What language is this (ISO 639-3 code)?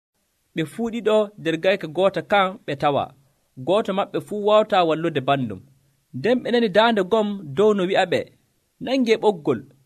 fuv